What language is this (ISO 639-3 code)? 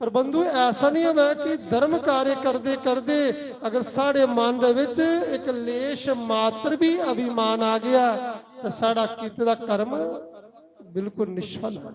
doi